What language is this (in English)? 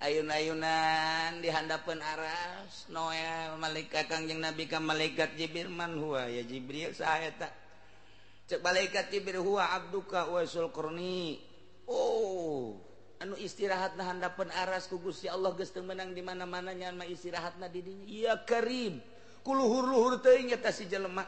Sundanese